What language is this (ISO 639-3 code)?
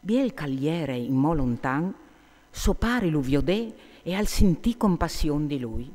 fur